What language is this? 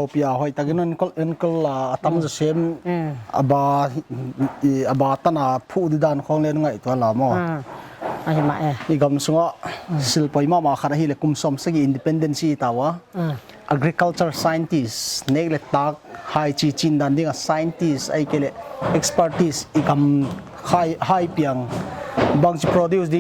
Paite Chin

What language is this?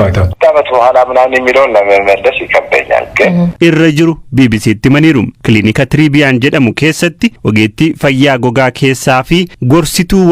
Oromo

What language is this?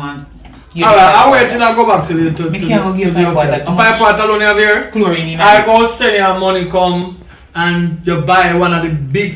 Jamaican Creole English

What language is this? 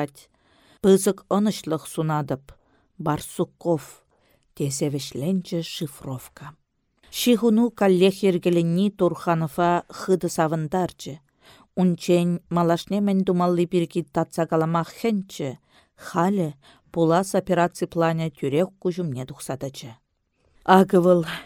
Chuvash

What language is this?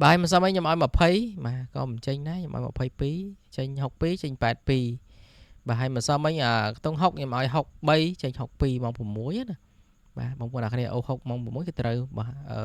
Khmer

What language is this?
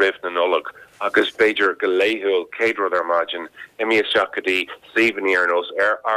Irish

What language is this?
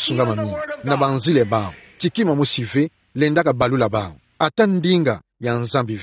Kituba (Democratic Republic of Congo)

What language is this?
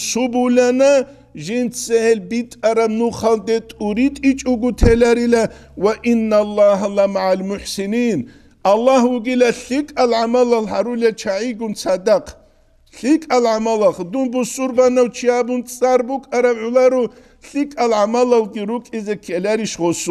Avaric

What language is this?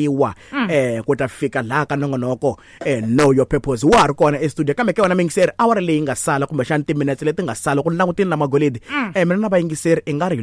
Tsonga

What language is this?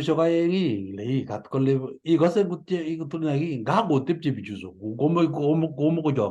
Kalenjin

